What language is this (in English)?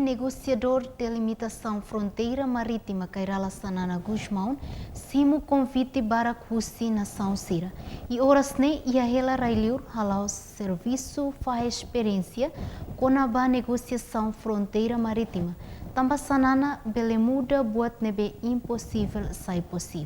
Tetum